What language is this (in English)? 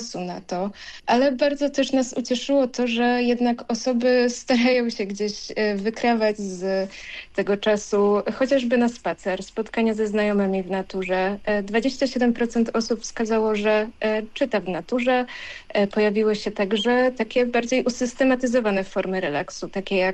Polish